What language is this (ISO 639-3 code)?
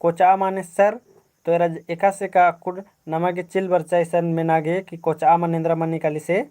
kru